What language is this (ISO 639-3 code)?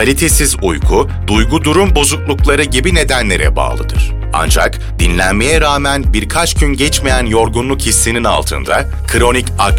tur